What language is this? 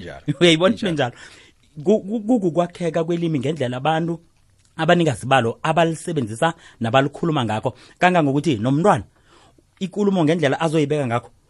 South Ndebele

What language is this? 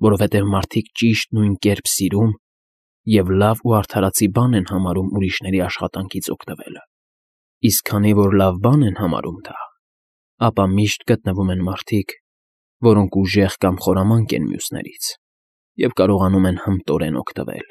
Armenian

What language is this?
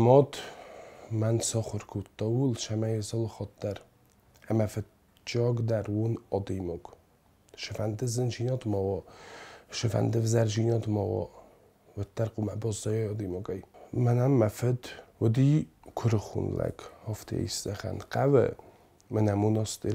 Ossetic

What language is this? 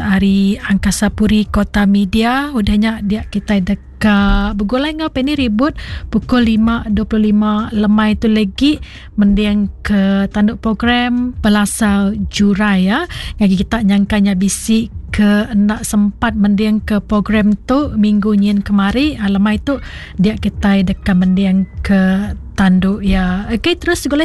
Iban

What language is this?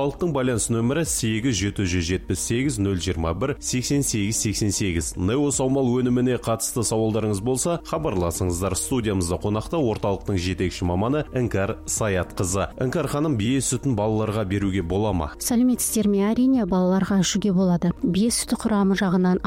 Kazakh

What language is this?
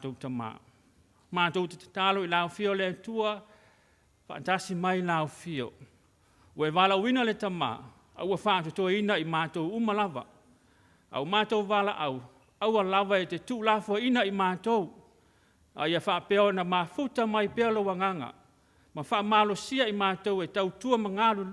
Samoan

